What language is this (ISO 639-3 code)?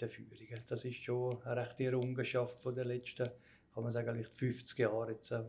gsw